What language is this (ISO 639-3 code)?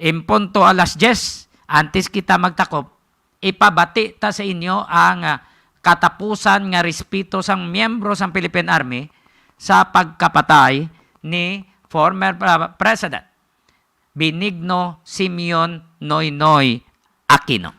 hil